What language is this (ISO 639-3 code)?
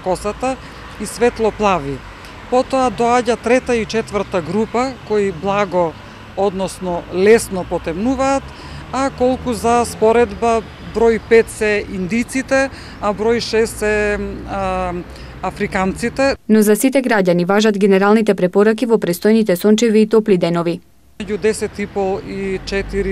mkd